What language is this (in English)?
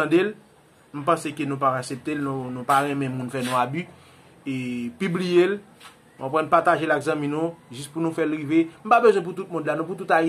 Haitian Creole